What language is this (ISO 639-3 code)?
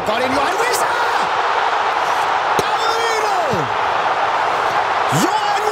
dan